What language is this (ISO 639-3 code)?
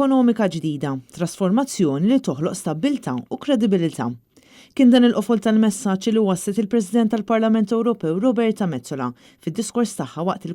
mlt